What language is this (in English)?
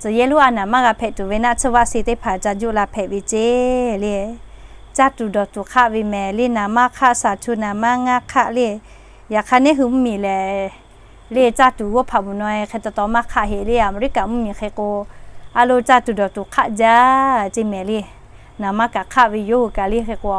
Lahu